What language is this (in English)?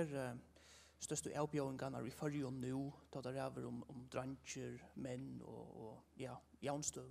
Faroese